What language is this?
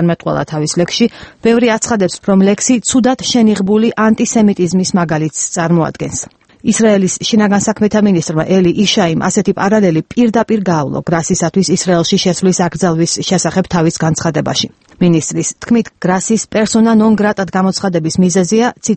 Georgian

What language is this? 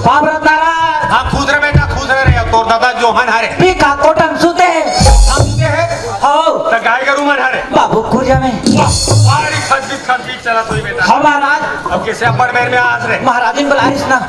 Chhattisgarhi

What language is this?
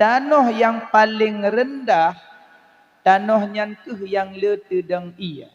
Achinese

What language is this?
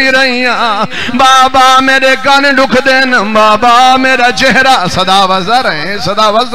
Saraiki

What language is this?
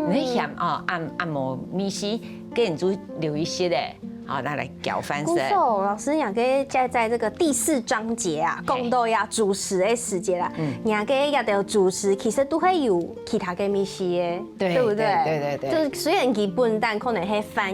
Hakka Chinese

